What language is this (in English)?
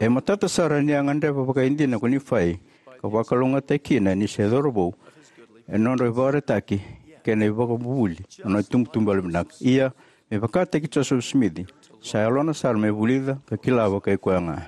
Fijian